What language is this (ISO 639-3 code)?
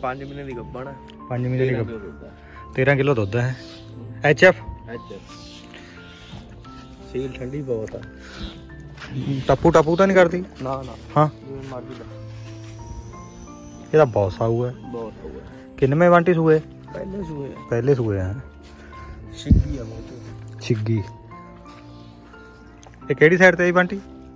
pan